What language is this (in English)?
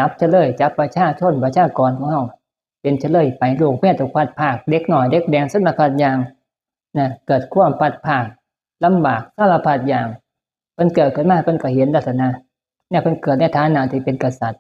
Northeastern Thai